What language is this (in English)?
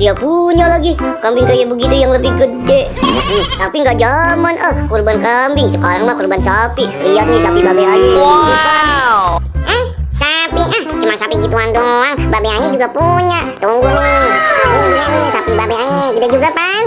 Betawi